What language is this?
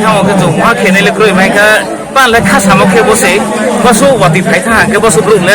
Riang (India)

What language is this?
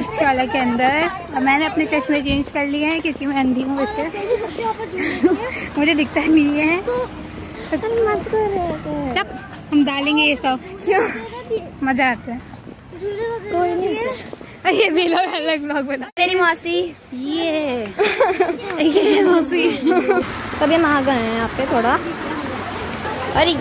Hindi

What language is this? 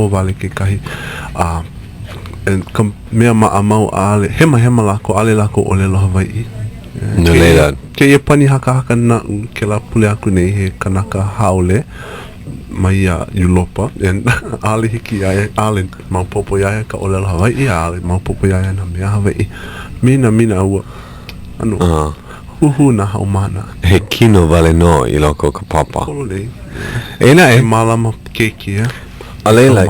Hawaiian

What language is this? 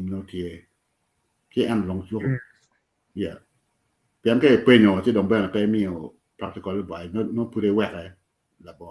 Acoli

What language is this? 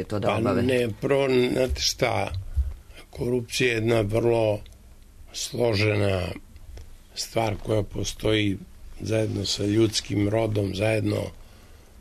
Serbian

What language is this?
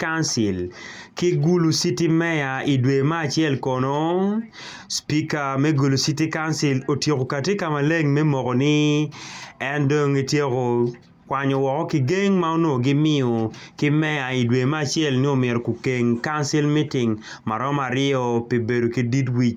Acoli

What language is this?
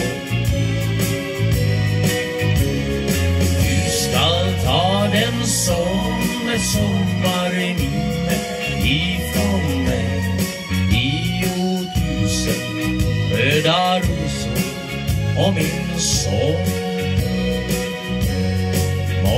Swedish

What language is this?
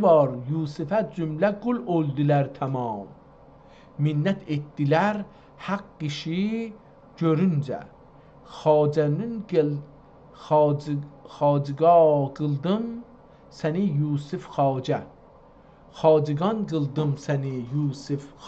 South Azerbaijani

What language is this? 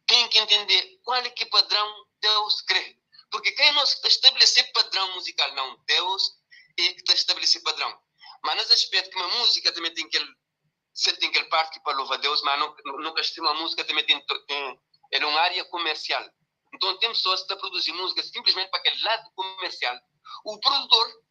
Kabuverdianu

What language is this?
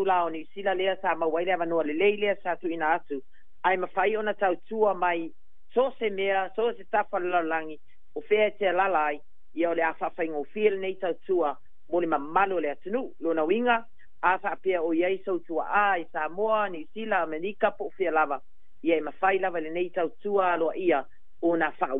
Samoan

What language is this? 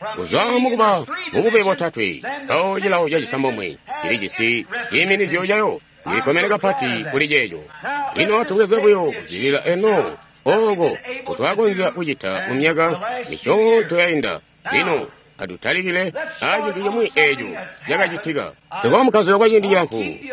Tonga (Zambia)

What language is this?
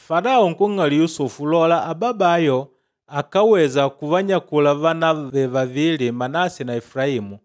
Makonde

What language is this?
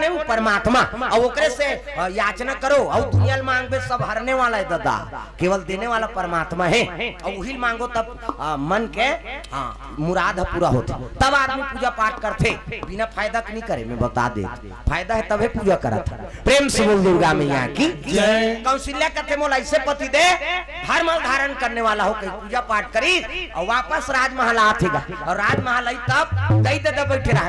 Chhattisgarhi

